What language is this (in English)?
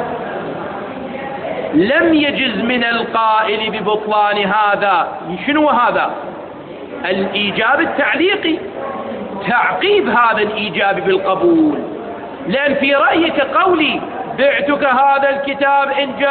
Arabic